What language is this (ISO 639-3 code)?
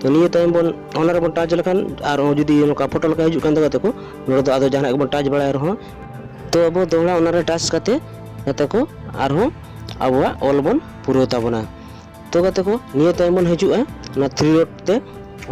sat